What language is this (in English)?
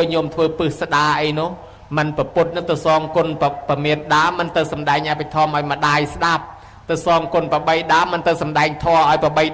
Khmer